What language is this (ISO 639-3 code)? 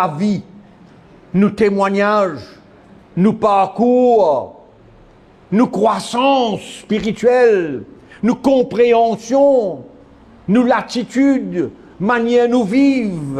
mfe